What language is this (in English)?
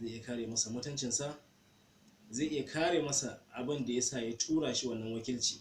Hausa